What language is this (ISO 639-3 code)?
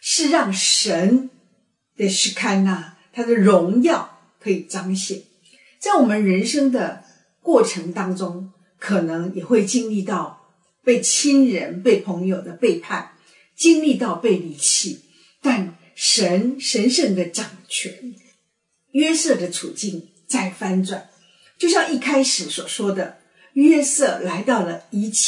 zho